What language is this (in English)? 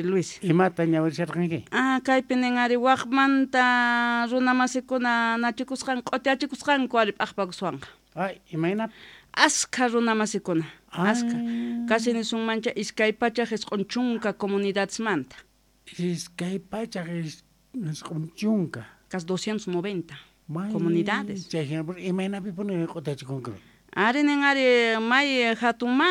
Quechua